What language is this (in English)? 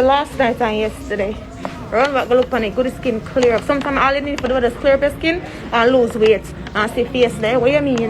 Jamaican Creole English